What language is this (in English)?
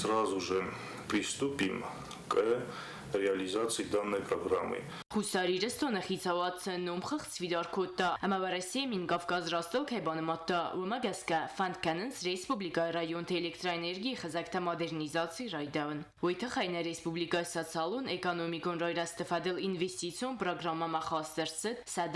Ossetic